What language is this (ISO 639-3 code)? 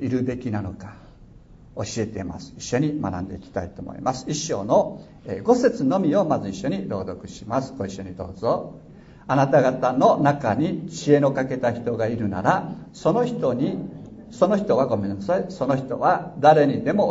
jpn